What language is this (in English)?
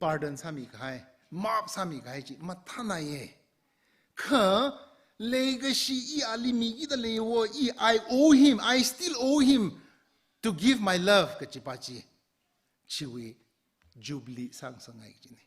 Tangkhul Naga (India)